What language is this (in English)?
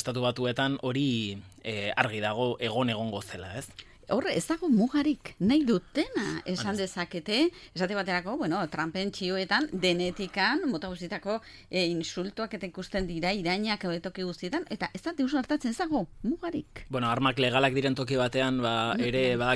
Basque